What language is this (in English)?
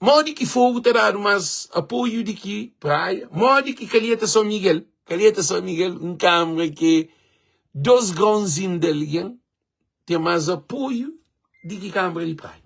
Kabuverdianu